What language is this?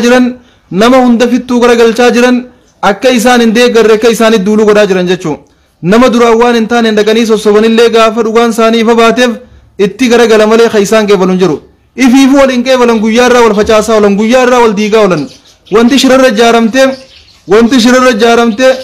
Oromo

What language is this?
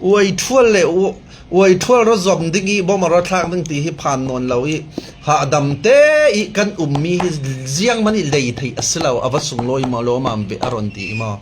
Falam Chin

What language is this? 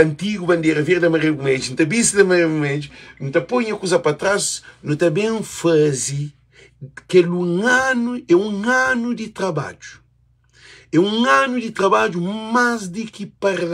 Kabuverdianu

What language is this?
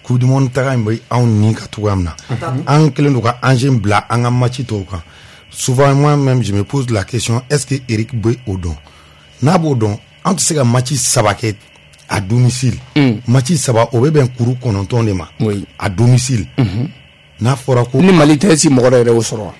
Bambara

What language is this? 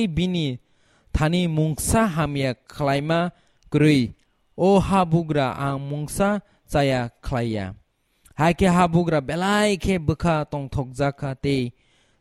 Kok Borok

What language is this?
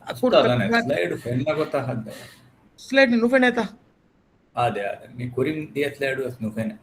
Divehi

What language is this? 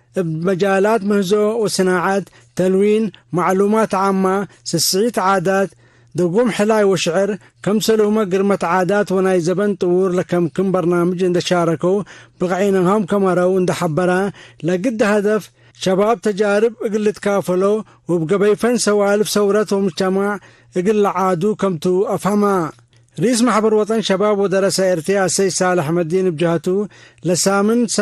Tigre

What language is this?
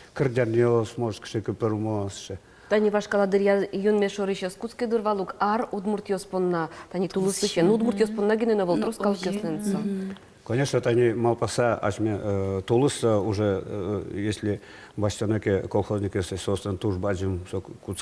Udmurt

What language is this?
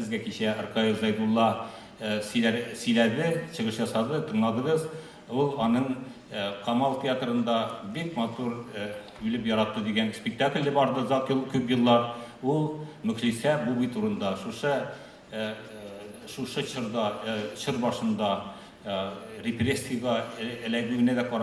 Tatar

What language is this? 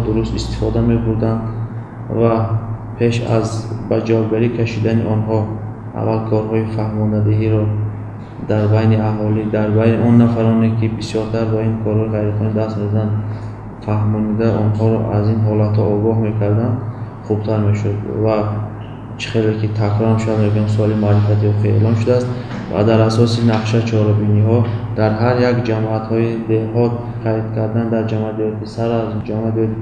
Tajik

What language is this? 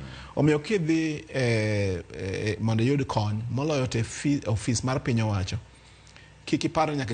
Luo (Kenya and Tanzania)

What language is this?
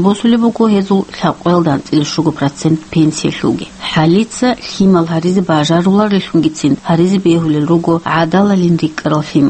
Avaric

